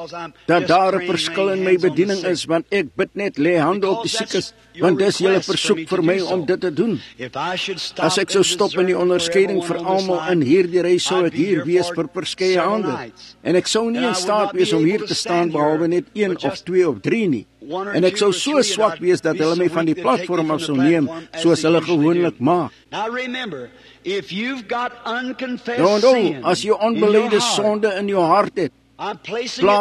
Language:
Afrikaans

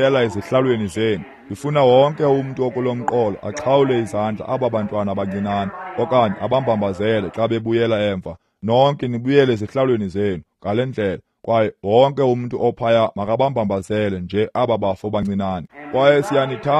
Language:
Xhosa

